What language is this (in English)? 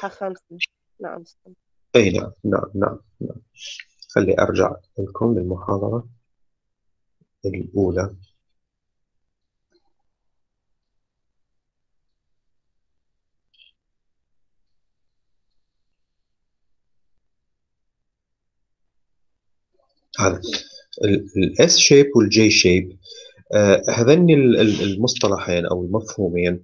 Mesopotamian Arabic